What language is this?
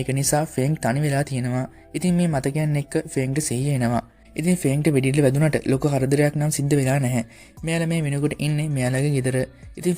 Sinhala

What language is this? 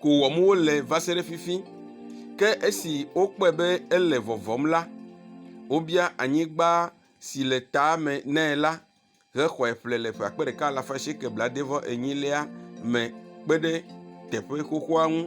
Ewe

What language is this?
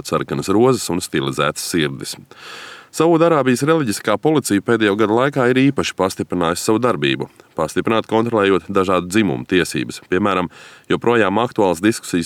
Latvian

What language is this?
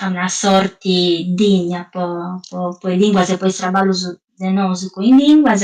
Sardinian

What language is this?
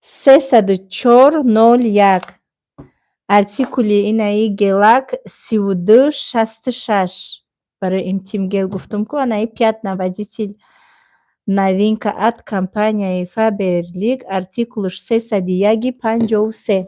Tajik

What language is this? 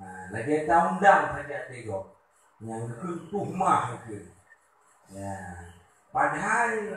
Achinese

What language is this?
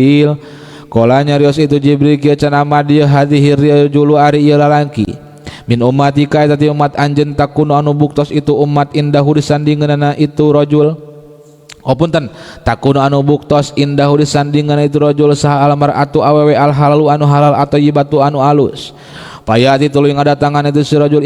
Sundanese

